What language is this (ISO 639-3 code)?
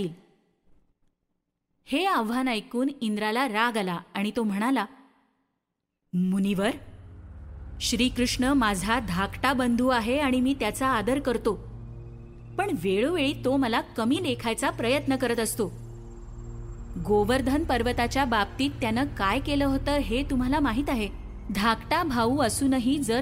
mar